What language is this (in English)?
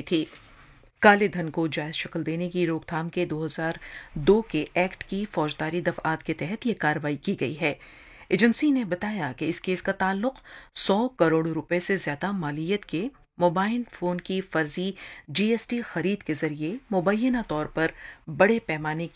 Urdu